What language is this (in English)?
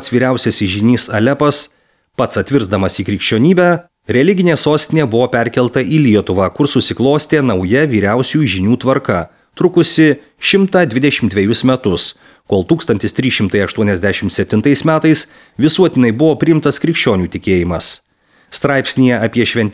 Lithuanian